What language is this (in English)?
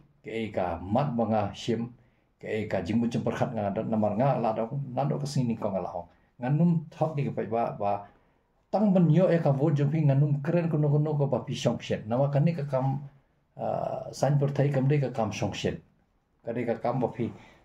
Khasi